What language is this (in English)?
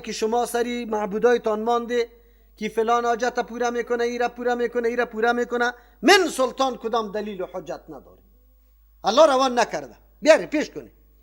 Persian